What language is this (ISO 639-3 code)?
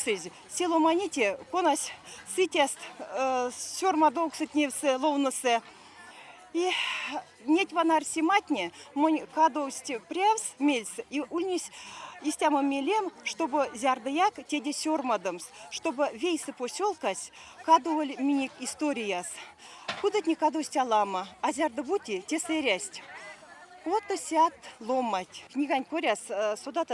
myv